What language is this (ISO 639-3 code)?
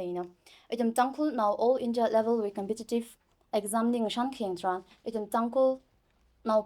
nmf